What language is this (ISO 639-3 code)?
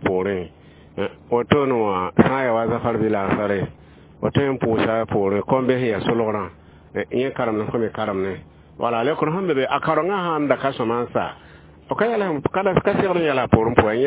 mos